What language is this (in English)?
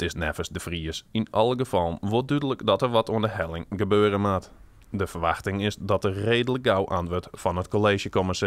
Western Frisian